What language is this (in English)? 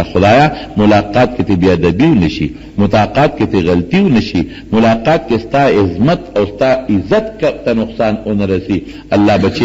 Pashto